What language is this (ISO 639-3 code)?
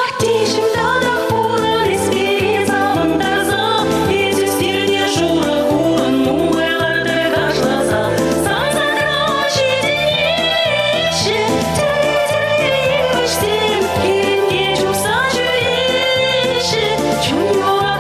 chv